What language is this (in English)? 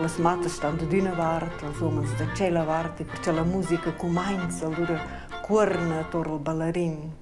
Romansh